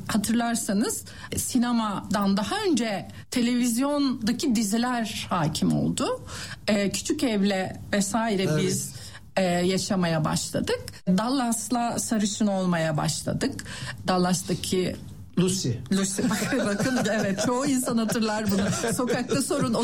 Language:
Turkish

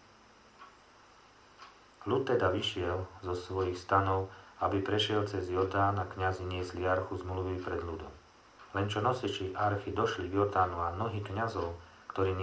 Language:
Slovak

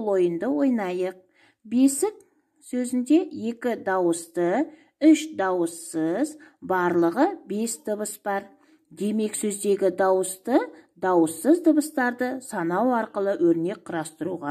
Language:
Kazakh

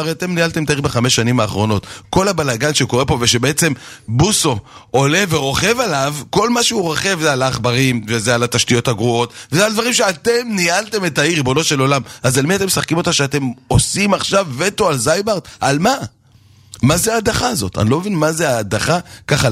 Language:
Hebrew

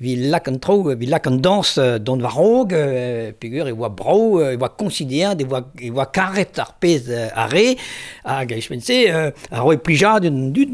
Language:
Breton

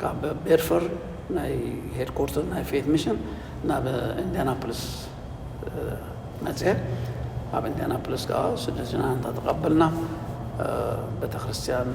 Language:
Tigrinya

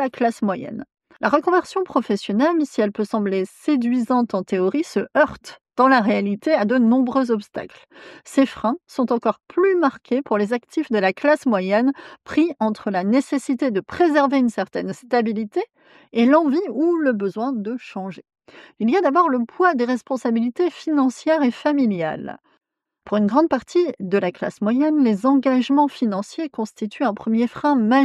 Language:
French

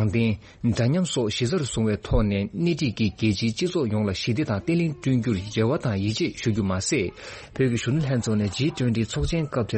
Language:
Tibetan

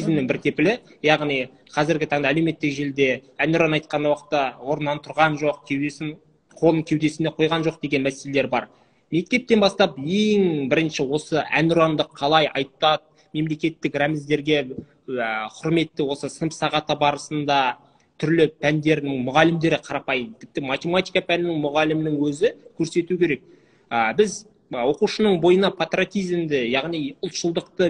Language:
Kazakh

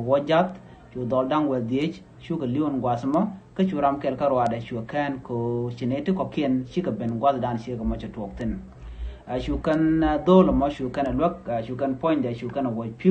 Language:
Nuer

